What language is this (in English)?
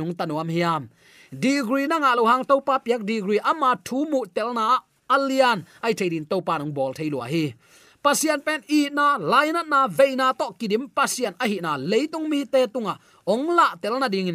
Tedim Chin